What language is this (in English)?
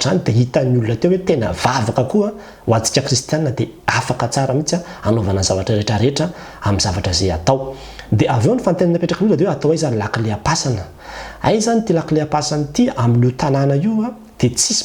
Malagasy